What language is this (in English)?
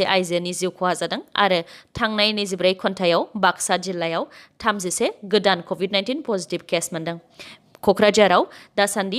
Bodo